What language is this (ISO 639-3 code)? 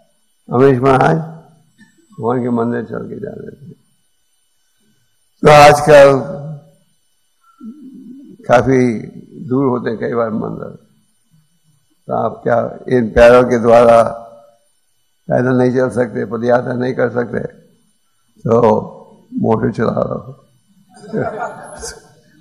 hin